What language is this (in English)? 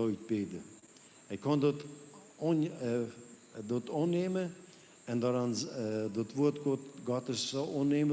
Plautdietsch